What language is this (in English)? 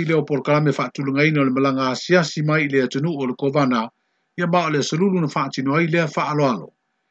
Samoan